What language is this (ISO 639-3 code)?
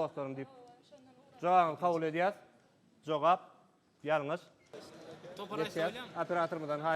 tuk